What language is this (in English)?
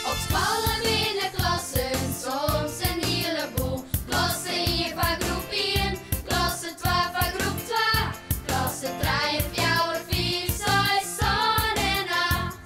Western Frisian